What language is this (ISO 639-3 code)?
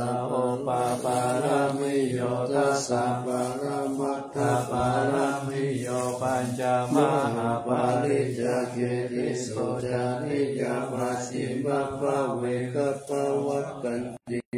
pli